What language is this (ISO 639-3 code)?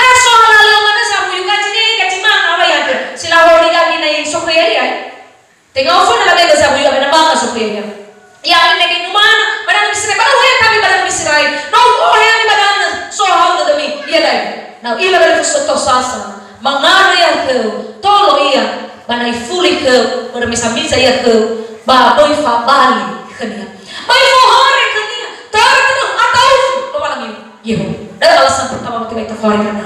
nia